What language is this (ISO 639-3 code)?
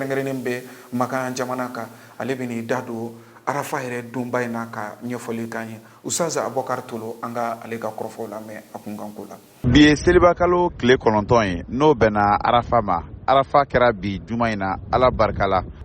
bam